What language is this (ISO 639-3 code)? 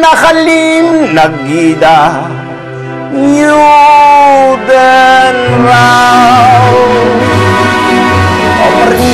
heb